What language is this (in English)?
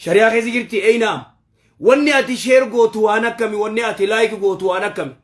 Oromo